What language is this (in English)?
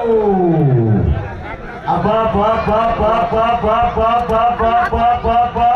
Marathi